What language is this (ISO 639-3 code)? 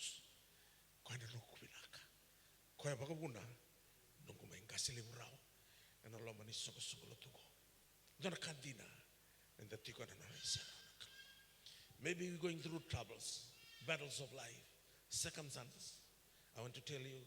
fij